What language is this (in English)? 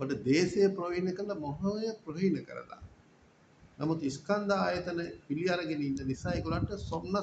Sinhala